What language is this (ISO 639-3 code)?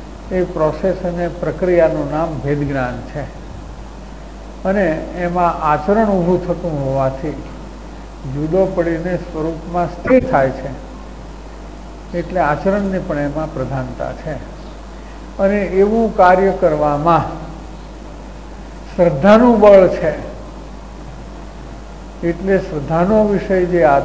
guj